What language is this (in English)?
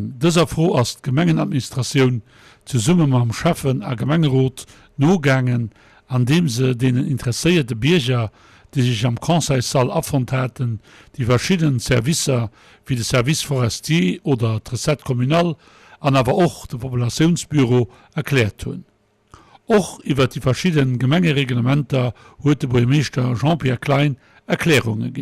Luxembourgish